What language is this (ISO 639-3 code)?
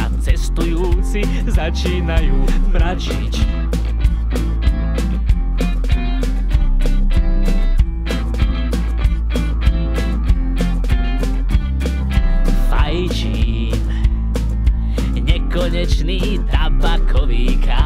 slk